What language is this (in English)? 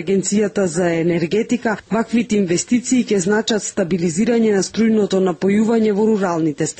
Macedonian